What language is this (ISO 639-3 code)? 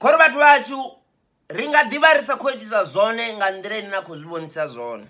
ven